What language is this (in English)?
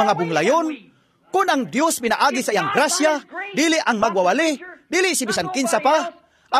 Cebuano